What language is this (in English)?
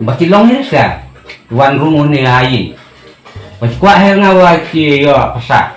Khasi